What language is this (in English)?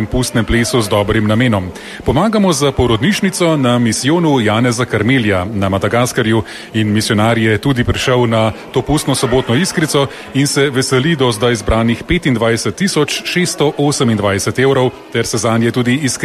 Slovenian